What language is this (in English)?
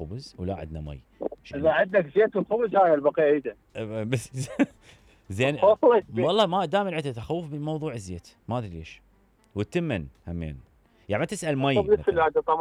Mesopotamian Arabic